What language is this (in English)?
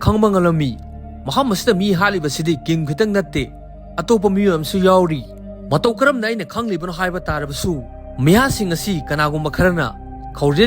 Manipuri